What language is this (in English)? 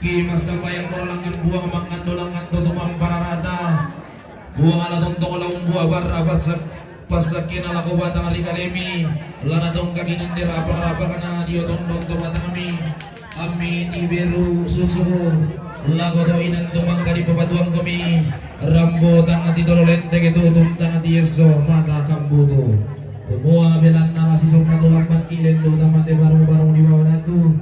Toraja-Sa'dan